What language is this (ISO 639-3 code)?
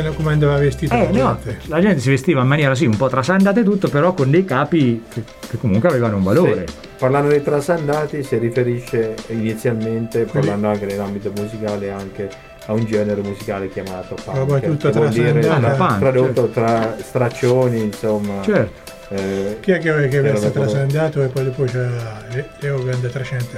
ita